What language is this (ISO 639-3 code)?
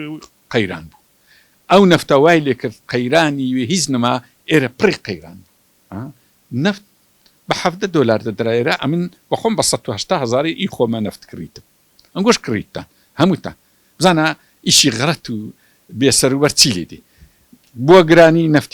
ckb